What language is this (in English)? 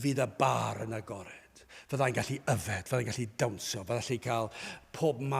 Welsh